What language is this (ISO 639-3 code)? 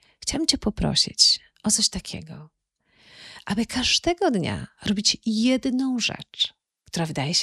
pol